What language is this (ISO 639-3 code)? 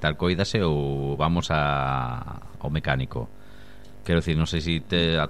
glg